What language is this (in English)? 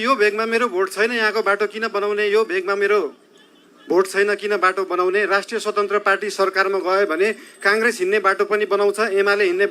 Nepali